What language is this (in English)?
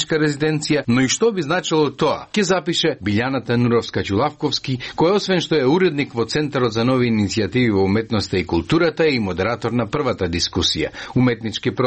Macedonian